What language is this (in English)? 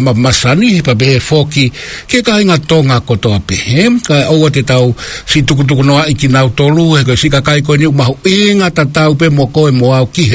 Tongan